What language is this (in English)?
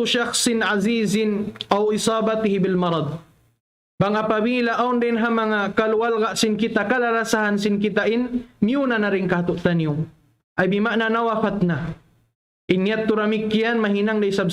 Tausug